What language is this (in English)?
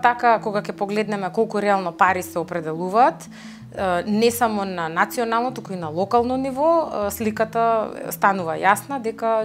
Macedonian